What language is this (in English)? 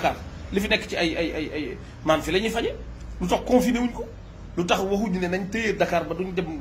Wolof